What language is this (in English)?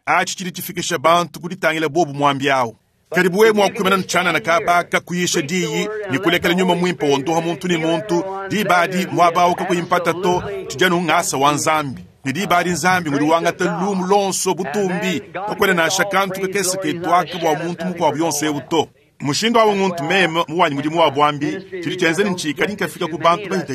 Luba-Lulua